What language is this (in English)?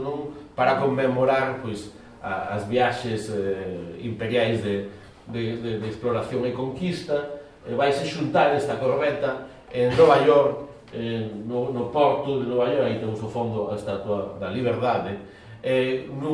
Galician